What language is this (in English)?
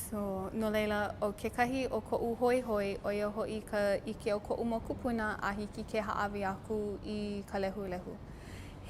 Hawaiian